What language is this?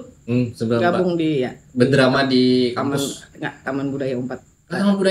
Banjar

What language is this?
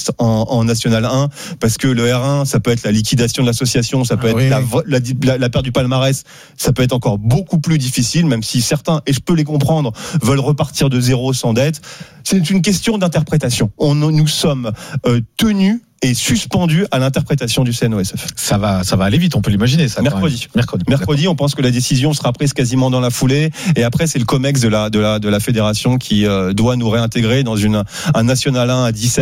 French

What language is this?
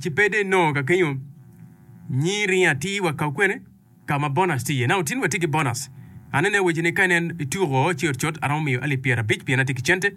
Acoli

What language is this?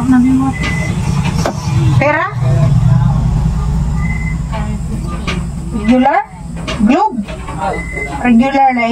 Filipino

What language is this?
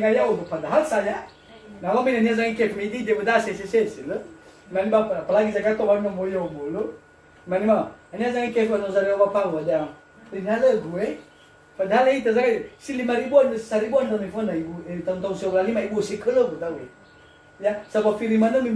Nias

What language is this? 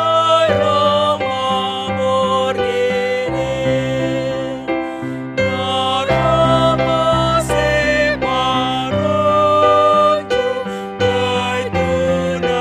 Batak Simalungun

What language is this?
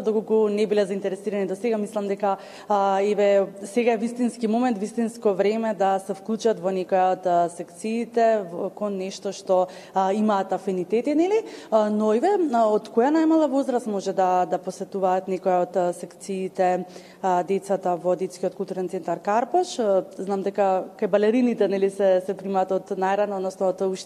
Macedonian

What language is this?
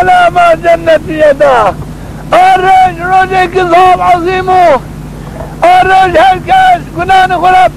Zaza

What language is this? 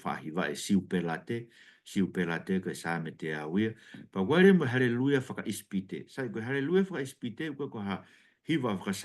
Tongan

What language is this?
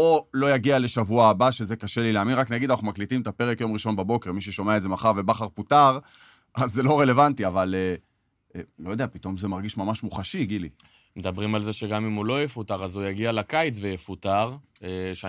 Hebrew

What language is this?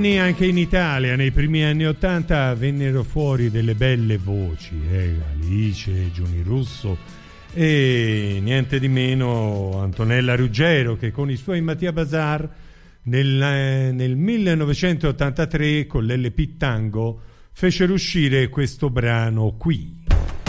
Italian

